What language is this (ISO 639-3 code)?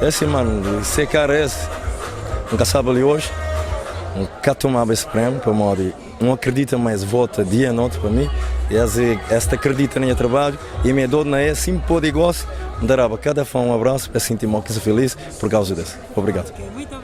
kea